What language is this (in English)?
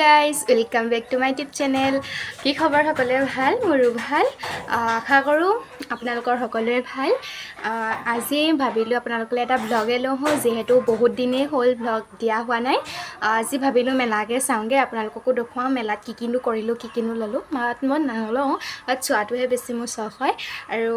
Assamese